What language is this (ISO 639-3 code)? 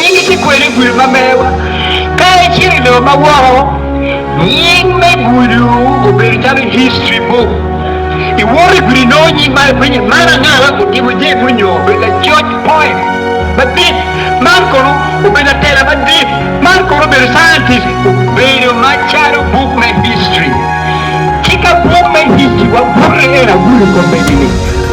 ach